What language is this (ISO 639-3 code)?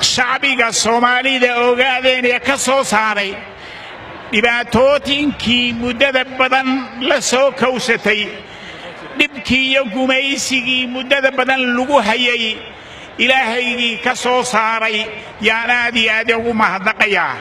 som